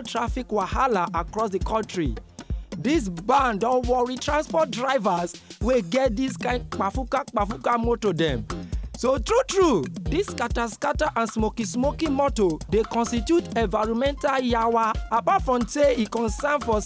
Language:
Nigerian Pidgin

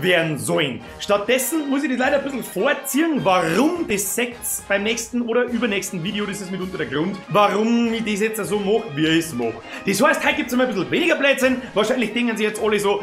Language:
Bavarian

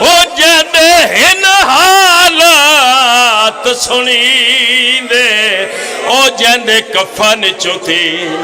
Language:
Pahari-Potwari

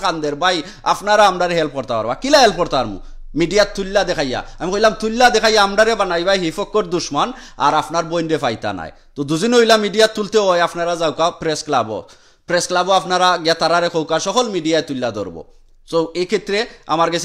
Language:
Sylheti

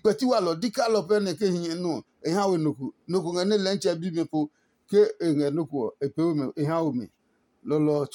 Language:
Adangme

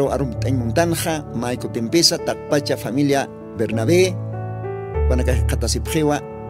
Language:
Aymara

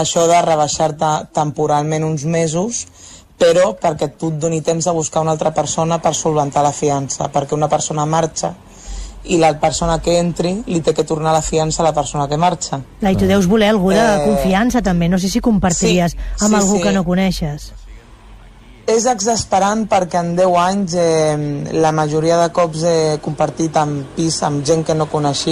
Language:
Catalan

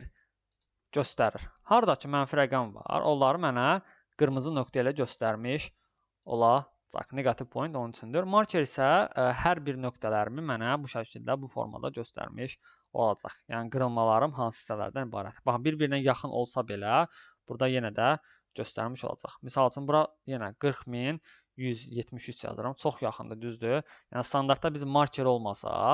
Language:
Azerbaijani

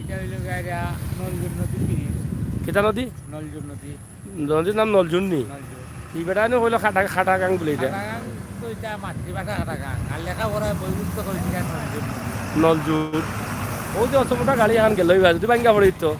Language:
Sylheti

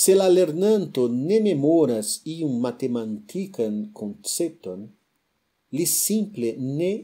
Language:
Esperanto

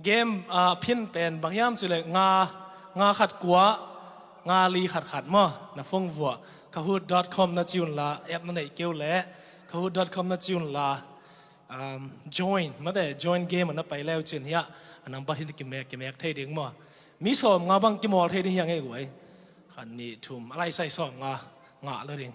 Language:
Tedim Chin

